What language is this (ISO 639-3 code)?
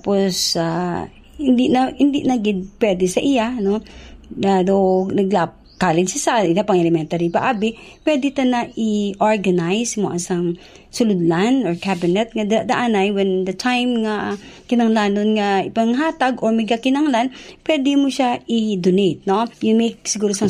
hil